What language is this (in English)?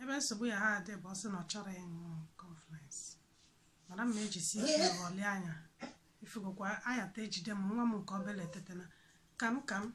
Igbo